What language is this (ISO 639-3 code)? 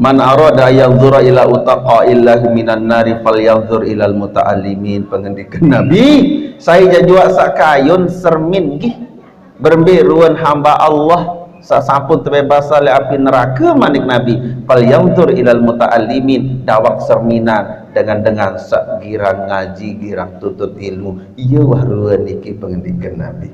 sas